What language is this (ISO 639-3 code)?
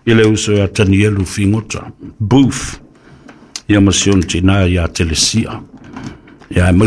smo